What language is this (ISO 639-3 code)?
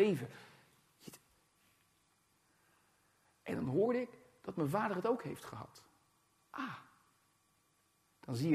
nld